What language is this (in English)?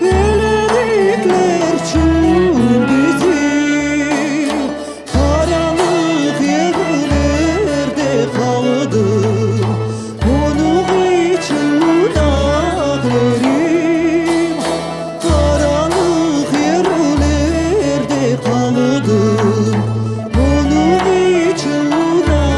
Crimean Tatar